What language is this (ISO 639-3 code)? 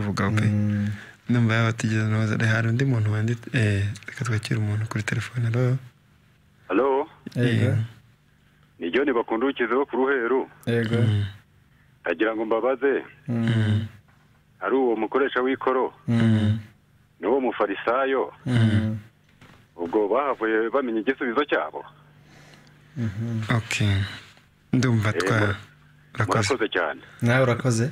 kin